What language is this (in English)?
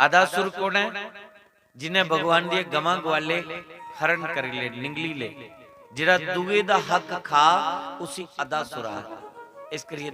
Dogri